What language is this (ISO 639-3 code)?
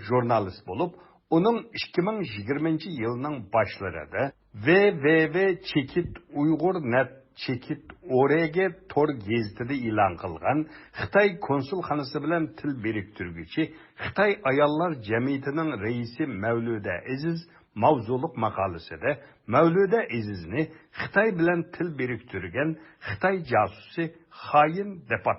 uig